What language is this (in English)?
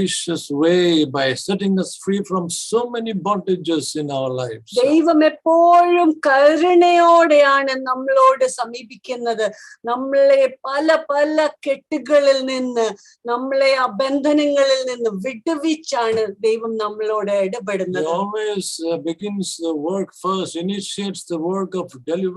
Malayalam